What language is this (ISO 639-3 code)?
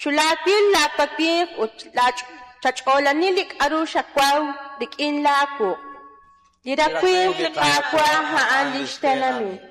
kek